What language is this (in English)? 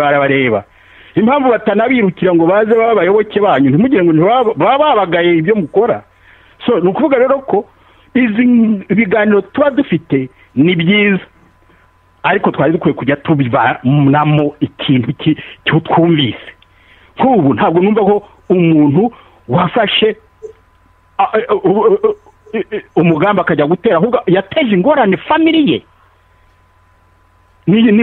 Kinyarwanda